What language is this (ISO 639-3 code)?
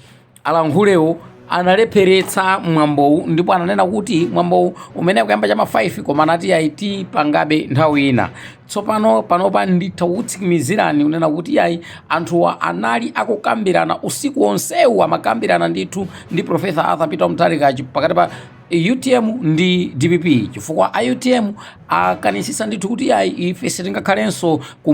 nya